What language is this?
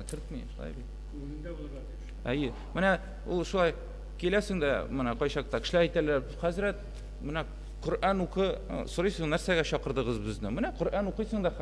Tatar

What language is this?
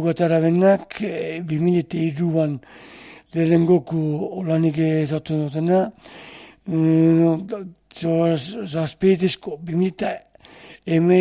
Basque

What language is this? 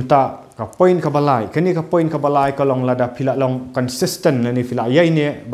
Khasi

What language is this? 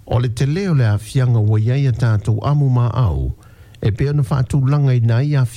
Samoan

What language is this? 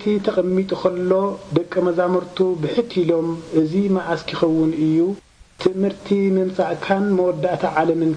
Tigrinya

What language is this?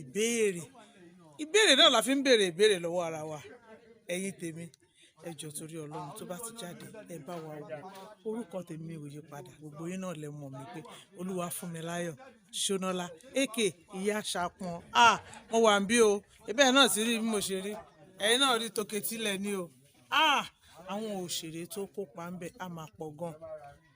Yoruba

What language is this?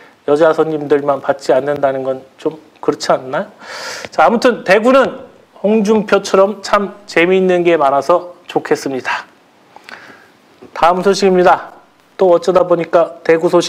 Korean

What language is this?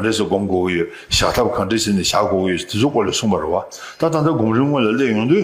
Tibetan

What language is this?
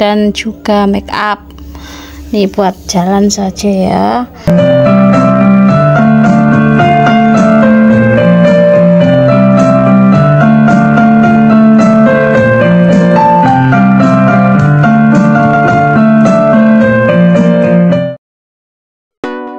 Indonesian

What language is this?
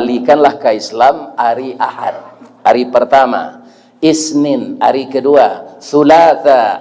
Minangkabau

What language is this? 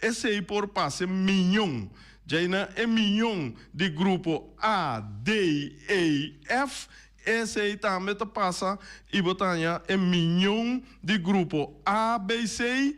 Papiamento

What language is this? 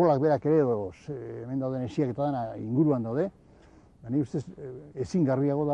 Basque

